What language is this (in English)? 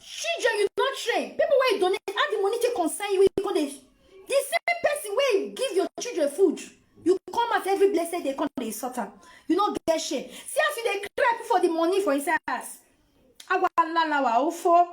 Nigerian Pidgin